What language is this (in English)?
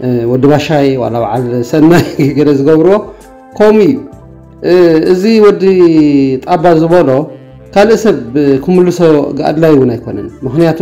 Tigrinya